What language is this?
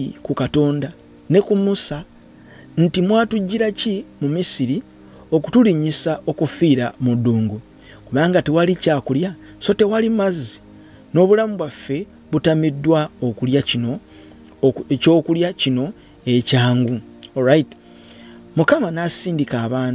Ganda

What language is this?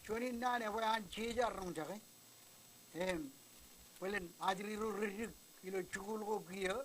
Marshallese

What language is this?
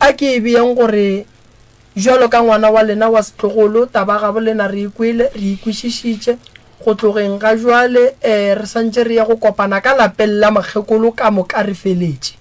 Northern Sotho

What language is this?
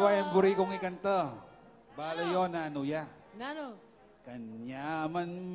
Pampanga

